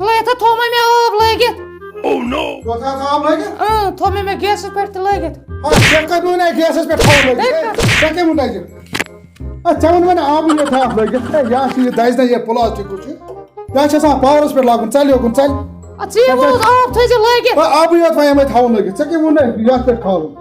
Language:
Kashmiri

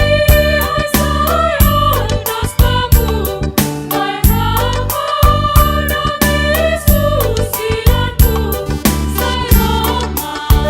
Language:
Batak Simalungun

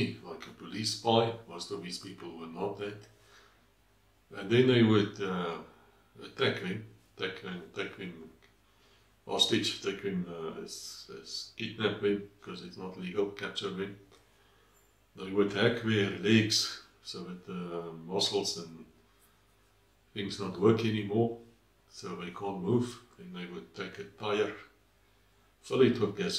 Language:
English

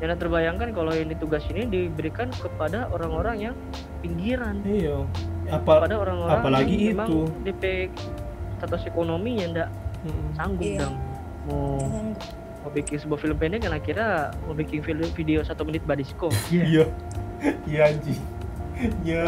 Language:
Manado Malay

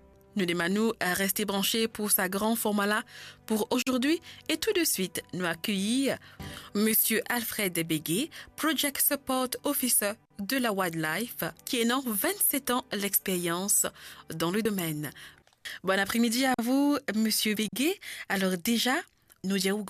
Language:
Morisyen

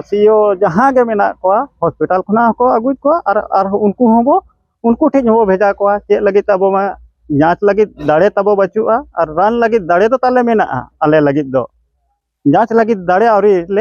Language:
Santali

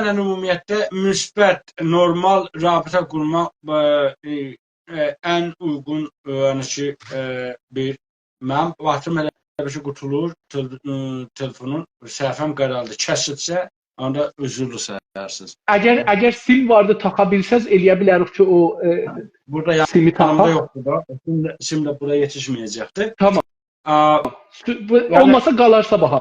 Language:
South Azerbaijani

